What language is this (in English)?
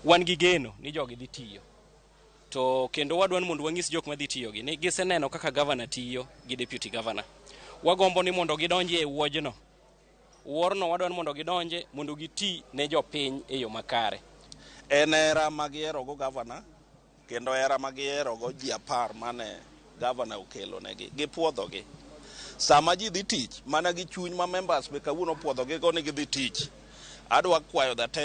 Luo (Kenya and Tanzania)